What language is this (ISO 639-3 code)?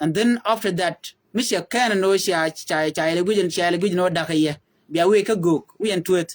nus